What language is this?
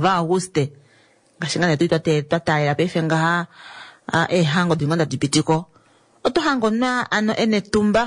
Kuanyama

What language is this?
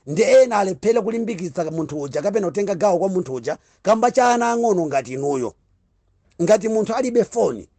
Nyanja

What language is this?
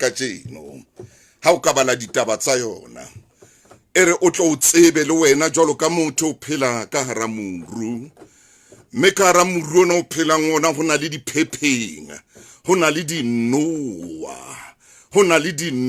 Southern Sotho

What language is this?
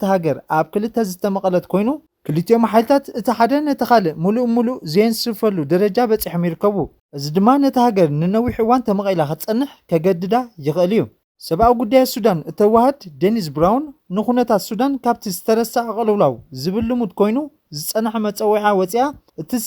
Tigrinya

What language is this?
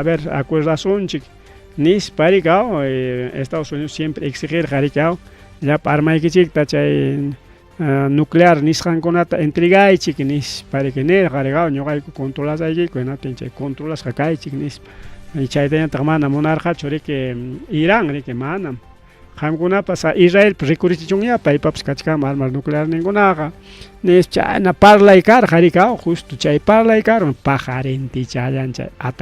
Ayacucho Quechua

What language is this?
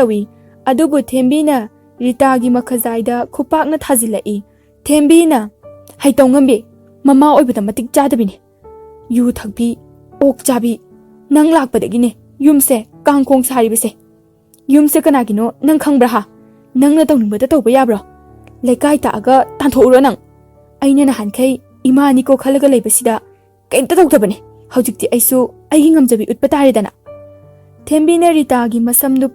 Manipuri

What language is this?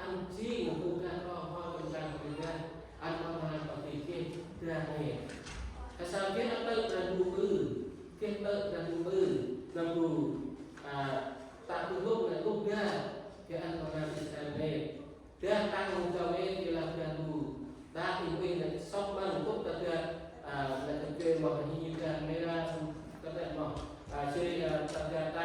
Central Mnong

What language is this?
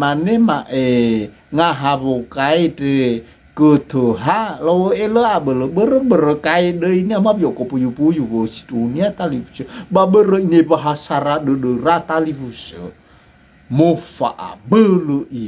Nias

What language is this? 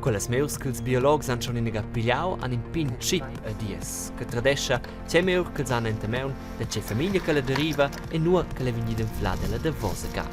Romansh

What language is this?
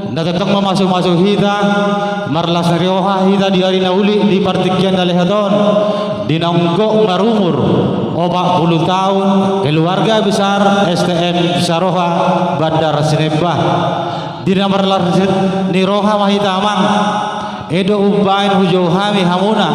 Batak Toba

